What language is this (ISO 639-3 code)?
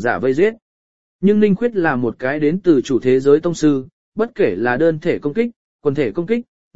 vie